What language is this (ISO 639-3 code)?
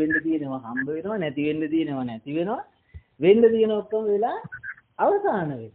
sin